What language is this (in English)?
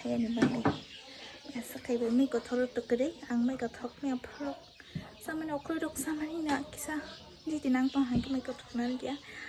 Kok Borok